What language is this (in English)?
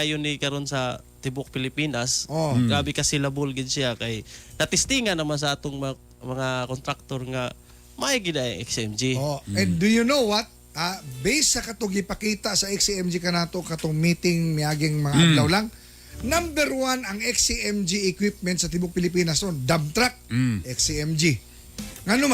Cebuano